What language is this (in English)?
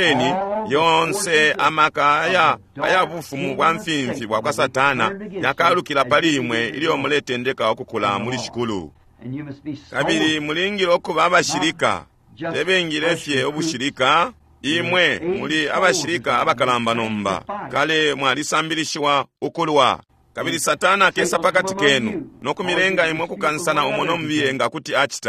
Bemba